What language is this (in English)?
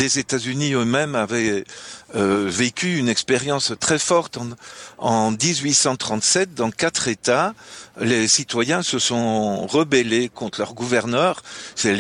French